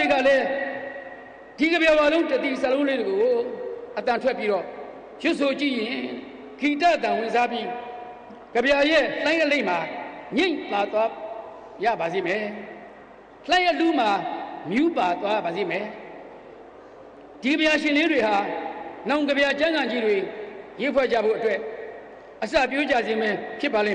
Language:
Burmese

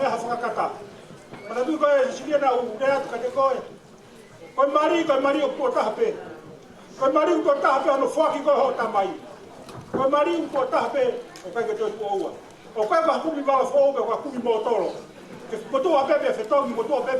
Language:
Tongan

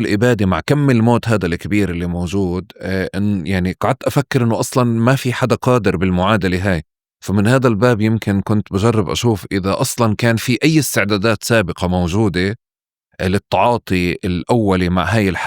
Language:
North Levantine Arabic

